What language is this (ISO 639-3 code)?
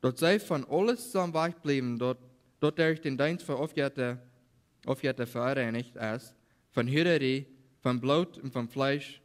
pdt